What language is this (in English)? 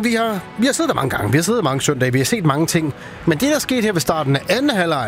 Danish